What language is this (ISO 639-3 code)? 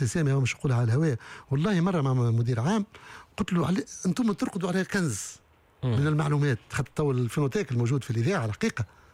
aeb